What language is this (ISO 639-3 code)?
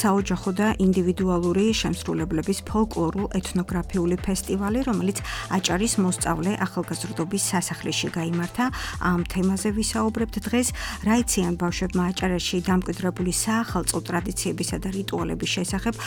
kat